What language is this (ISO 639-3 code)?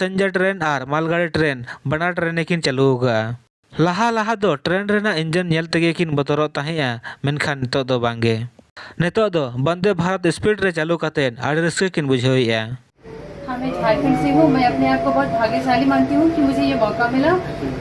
sat